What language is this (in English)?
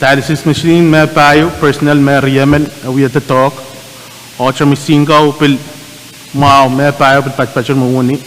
Pohnpeian